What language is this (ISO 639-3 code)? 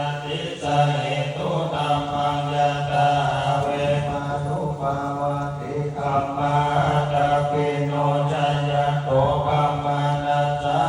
pli